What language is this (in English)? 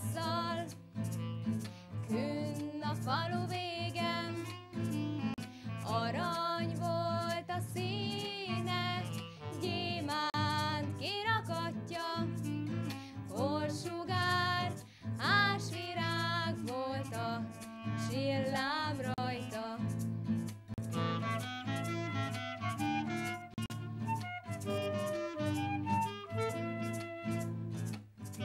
Hungarian